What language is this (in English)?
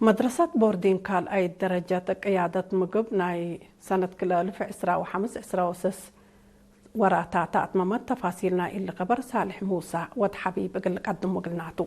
Tigre